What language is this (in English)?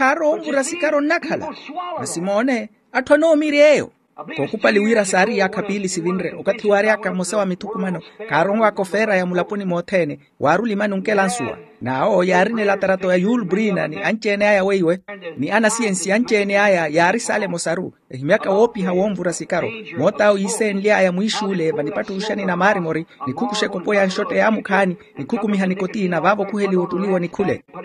Makhuwa